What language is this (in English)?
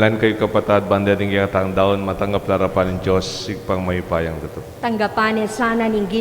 Pampanga